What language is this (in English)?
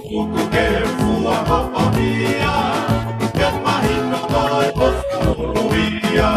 Tongan